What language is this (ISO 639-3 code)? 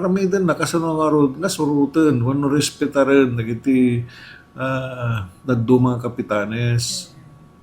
ilo